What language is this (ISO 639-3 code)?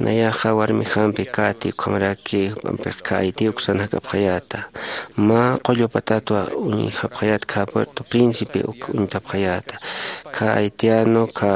aym